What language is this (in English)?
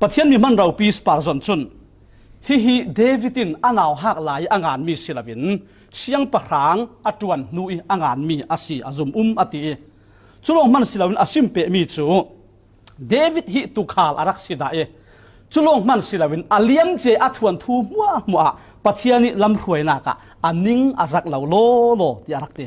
Falam Chin